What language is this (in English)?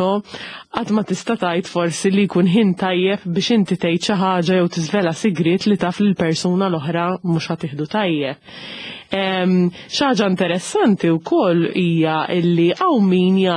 Maltese